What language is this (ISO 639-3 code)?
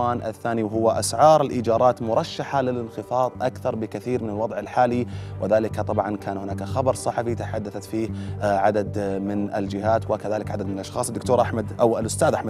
ara